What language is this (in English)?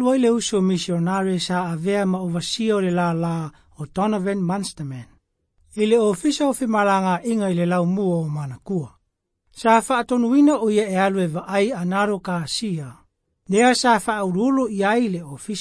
Samoan